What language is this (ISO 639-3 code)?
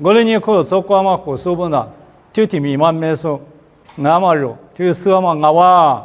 lis